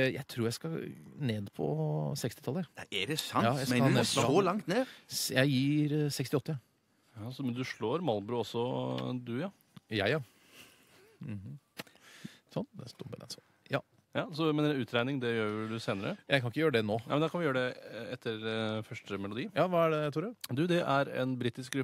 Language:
Norwegian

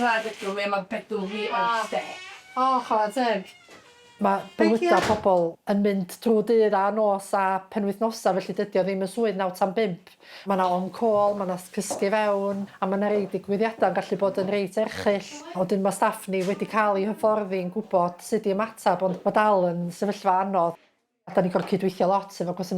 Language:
Welsh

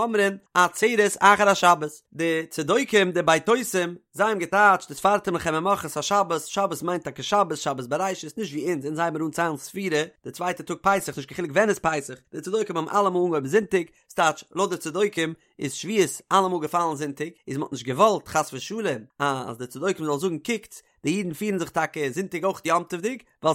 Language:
Yiddish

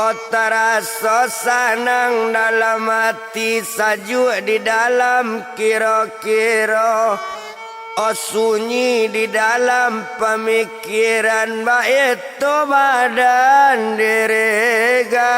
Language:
Minangkabau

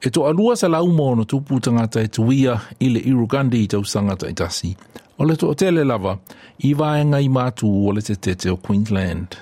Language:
Samoan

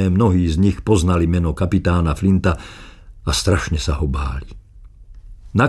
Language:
Slovak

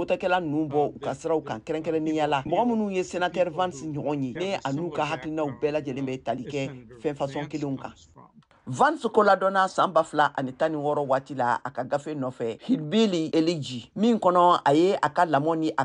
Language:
Bambara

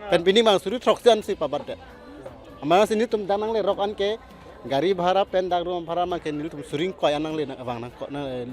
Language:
Karbi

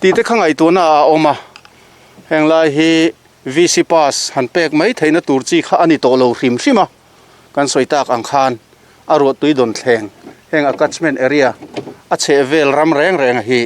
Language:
Mizo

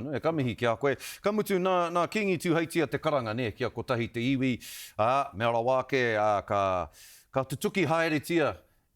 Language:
Māori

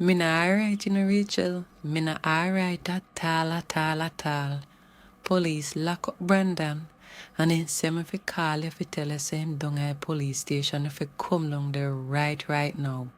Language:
Jamaican Creole English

